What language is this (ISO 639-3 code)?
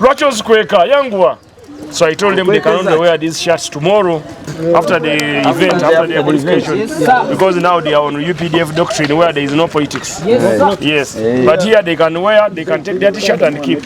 nyn